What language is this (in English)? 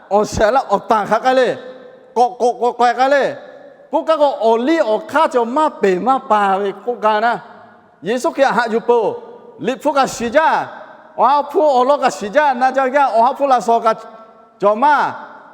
Lahu